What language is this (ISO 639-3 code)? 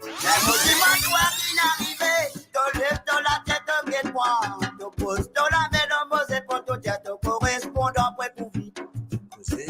mfe